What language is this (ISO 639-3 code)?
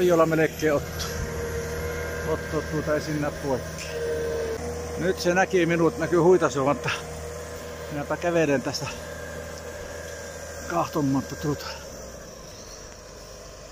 fin